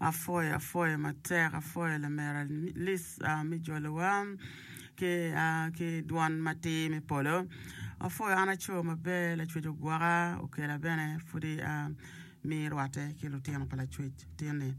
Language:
Acoli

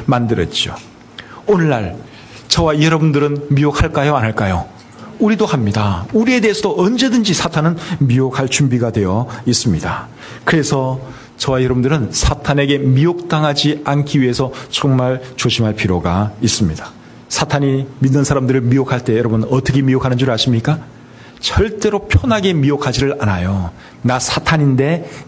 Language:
Korean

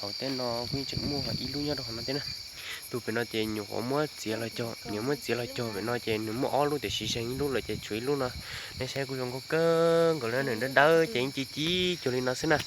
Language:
Hmong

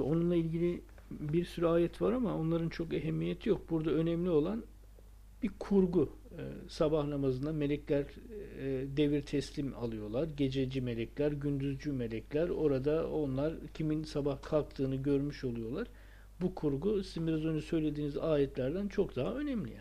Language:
Turkish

